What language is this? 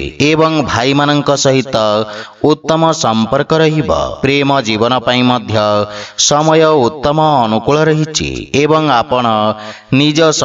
Odia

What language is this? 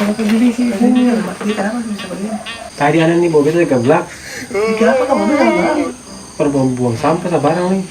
Ambonese Malay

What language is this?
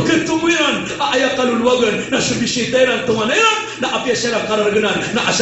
Maranao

